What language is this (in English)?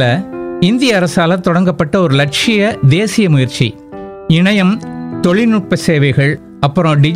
Tamil